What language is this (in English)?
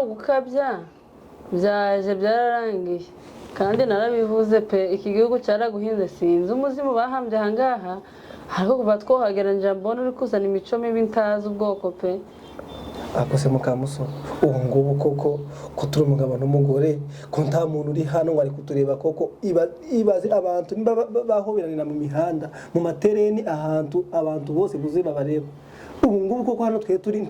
Kinyarwanda